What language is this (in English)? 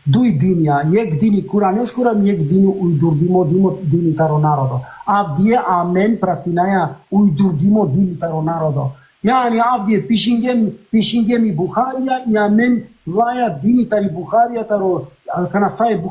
Balkan Romani